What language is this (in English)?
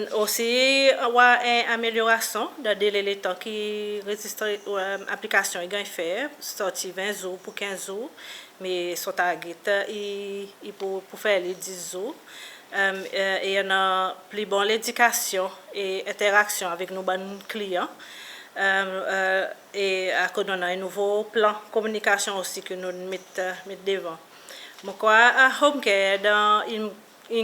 Seselwa Creole French